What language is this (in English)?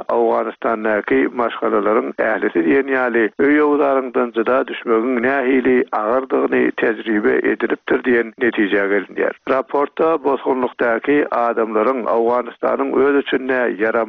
Turkmen